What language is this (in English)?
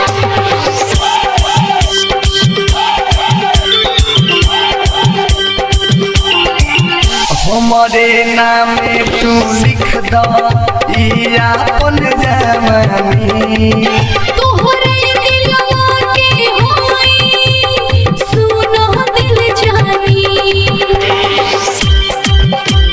Bhojpuri